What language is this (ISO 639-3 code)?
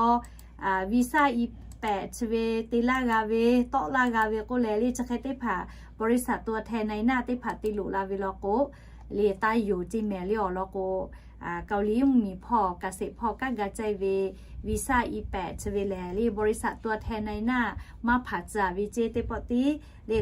lhu